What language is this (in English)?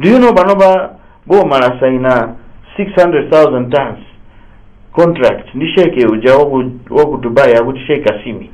Nyanja